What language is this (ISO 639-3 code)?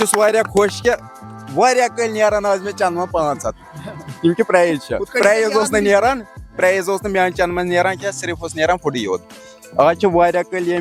kas